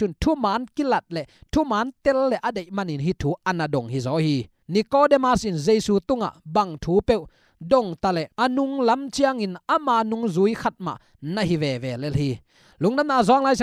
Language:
Tedim Chin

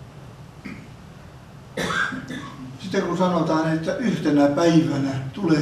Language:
Finnish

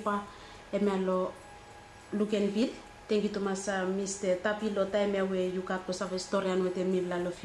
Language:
Bislama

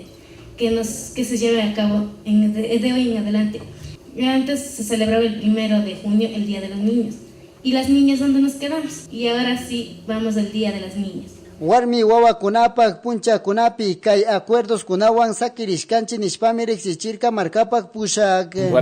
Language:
Chimborazo Highland Quichua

